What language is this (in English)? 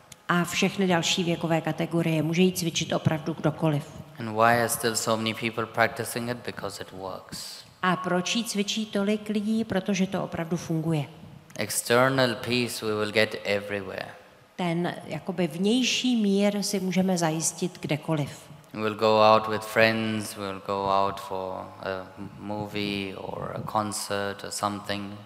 Czech